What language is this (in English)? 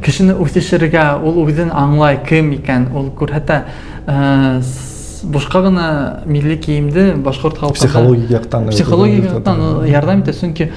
Bashkir